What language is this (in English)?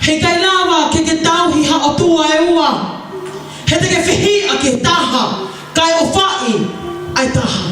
Tongan